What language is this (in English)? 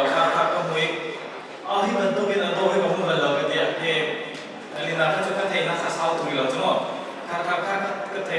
Hakha Chin